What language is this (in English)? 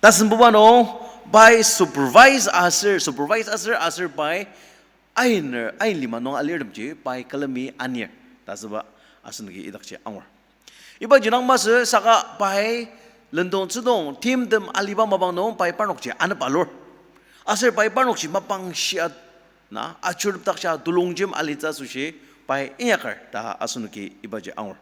Ao Naga